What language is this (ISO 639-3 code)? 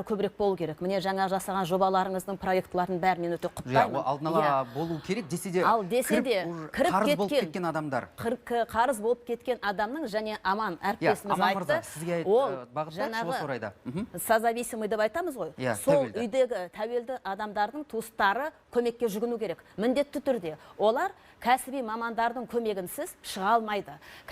kaz